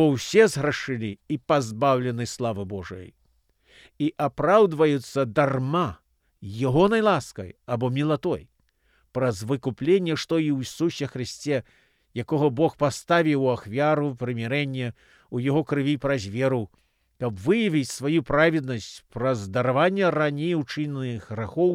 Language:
Belarusian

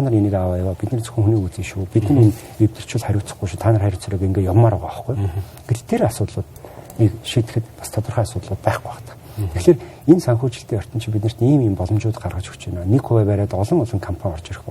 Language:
Mongolian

